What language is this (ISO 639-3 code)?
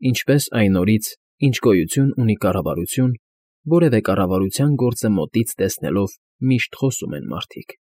hye